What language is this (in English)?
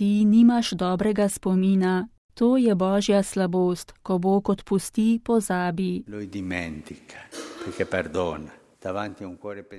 Slovenian